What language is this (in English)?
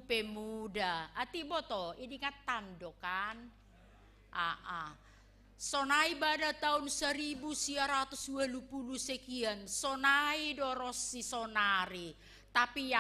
Batak Simalungun